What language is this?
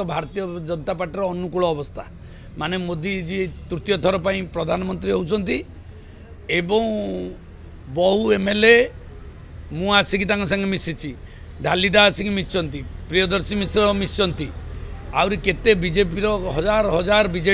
Odia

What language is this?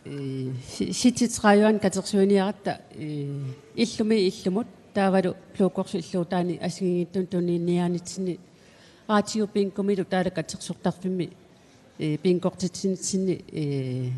Kalaallisut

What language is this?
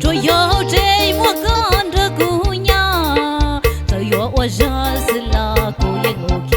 Hmong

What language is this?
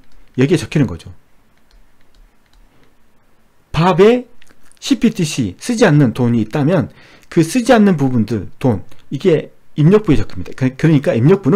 Korean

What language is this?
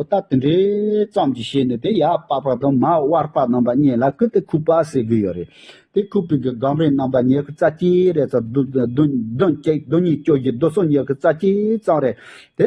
Tibetan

